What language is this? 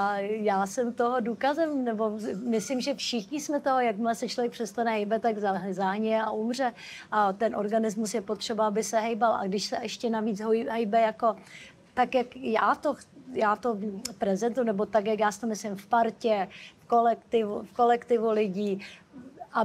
Czech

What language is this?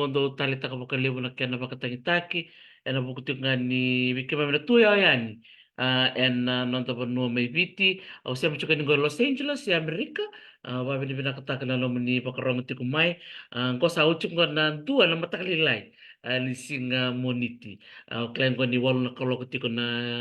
Fijian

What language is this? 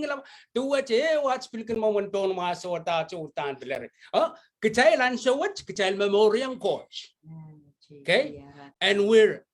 Pohnpeian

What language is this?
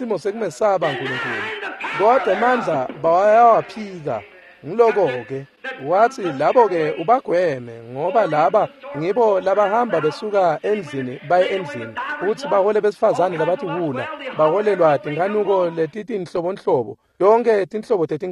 Swati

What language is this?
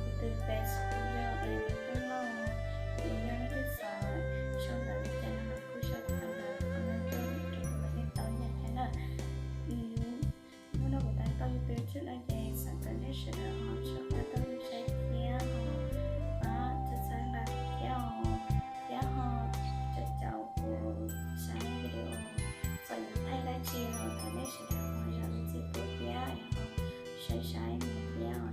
Hmong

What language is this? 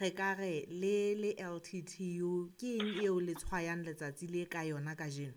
Southern Sotho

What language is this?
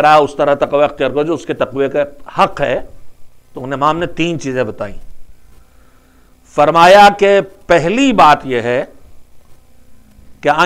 Urdu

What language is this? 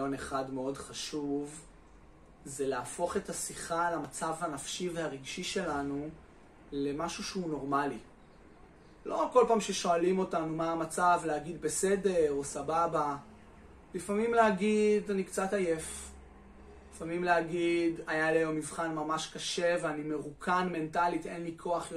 Hebrew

